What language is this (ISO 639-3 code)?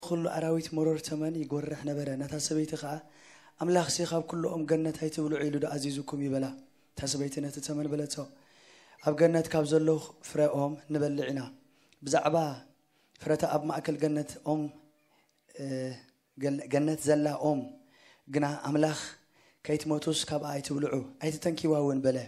tir